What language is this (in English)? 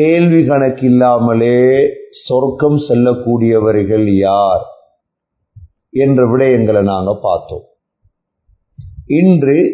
Tamil